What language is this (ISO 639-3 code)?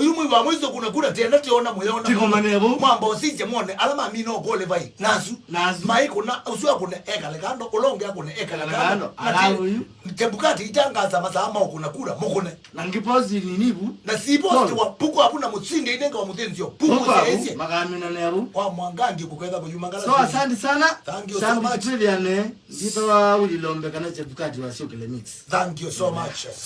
kam